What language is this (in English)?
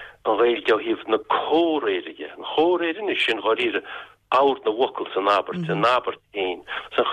Irish